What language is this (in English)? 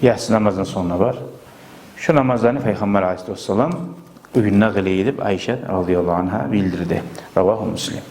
Kumyk